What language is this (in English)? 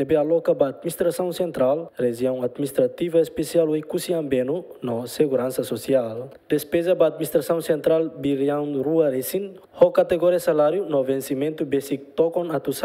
Tetum